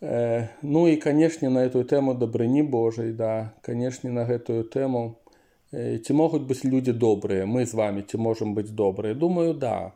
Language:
Belarusian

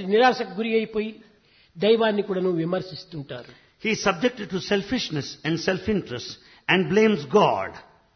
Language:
Telugu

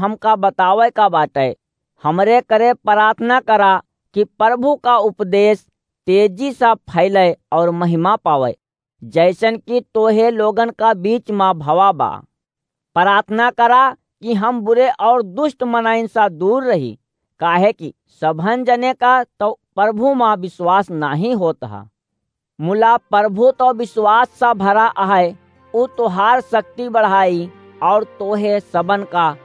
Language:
Awadhi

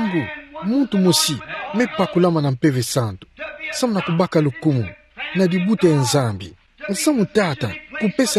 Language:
Kituba (Democratic Republic of Congo)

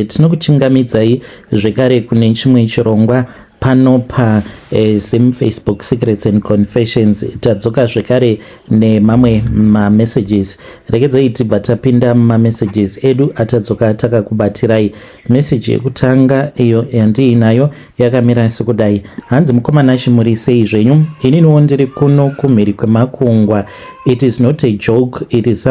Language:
Shona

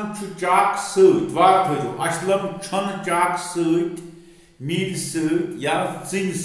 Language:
Kashmiri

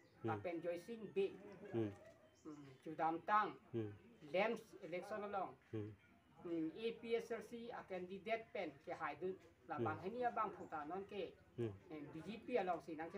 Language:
Karbi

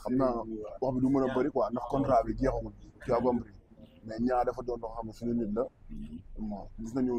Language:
Wolof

